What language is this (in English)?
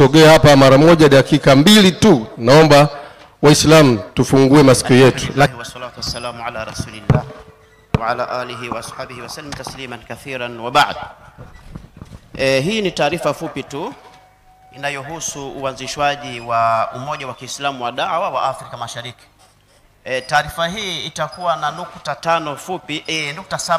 Swahili